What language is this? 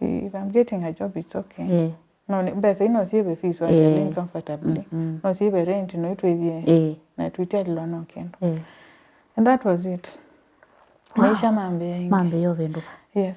Kamba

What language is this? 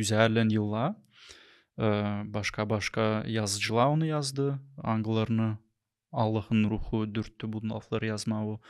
Gagauz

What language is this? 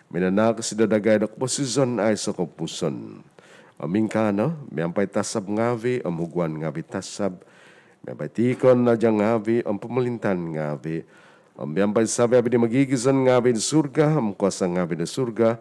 Central Dusun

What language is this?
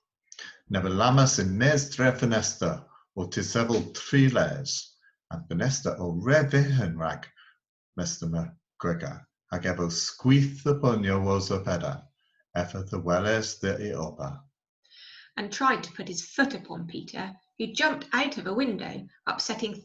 Cornish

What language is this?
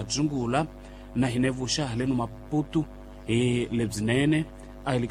Tsonga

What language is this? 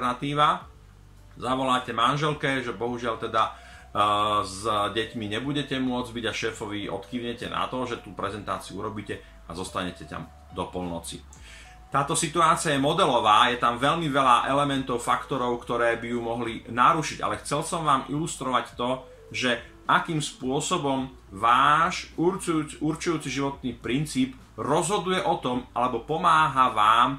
Slovak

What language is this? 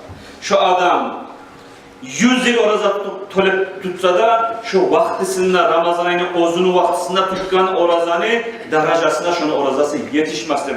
Kumyk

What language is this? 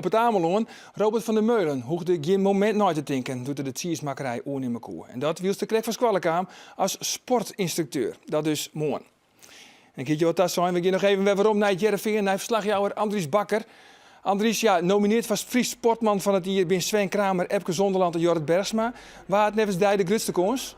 Western Frisian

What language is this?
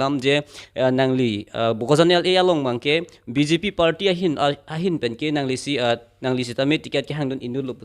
Karbi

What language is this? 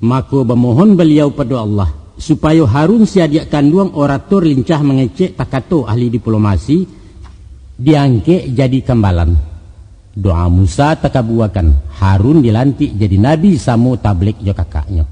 Minangkabau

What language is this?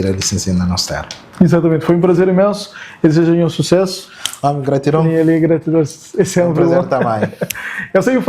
Kabuverdianu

